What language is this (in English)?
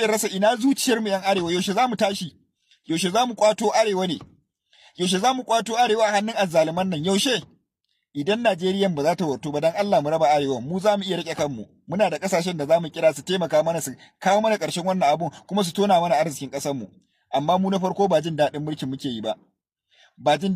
Hausa